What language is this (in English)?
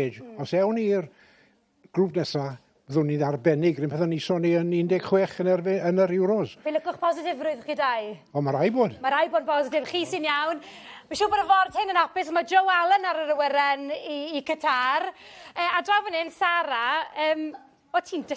Welsh